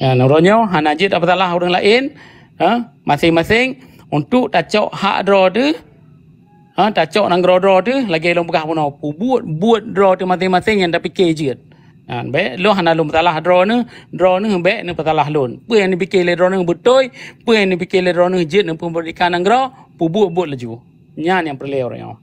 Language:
Achinese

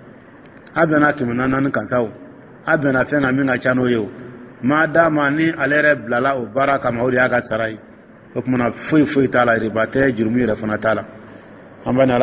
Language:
Dyula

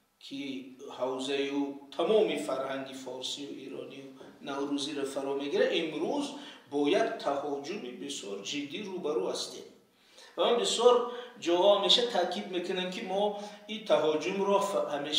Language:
Tajik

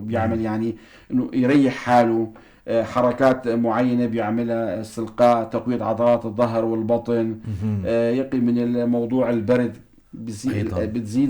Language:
North Levantine Arabic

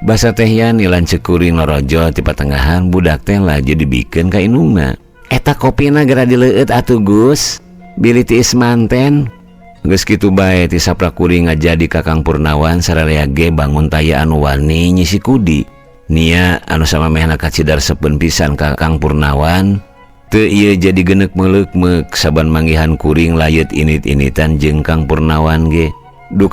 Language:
Sundanese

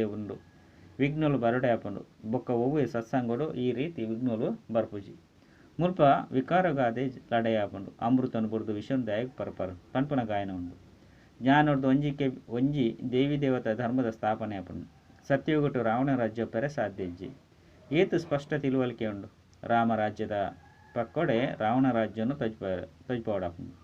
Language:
Tulu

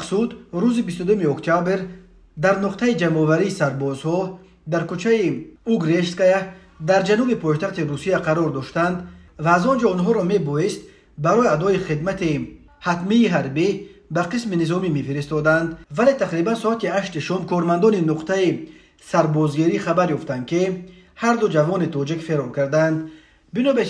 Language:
Tajik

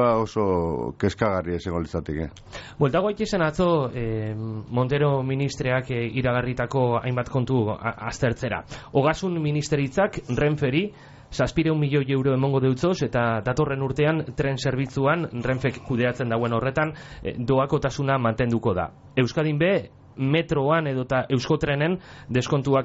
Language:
Basque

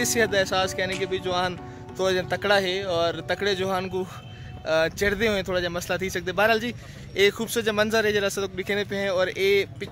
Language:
Saraiki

